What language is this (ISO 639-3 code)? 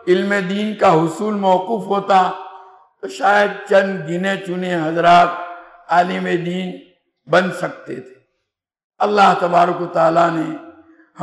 urd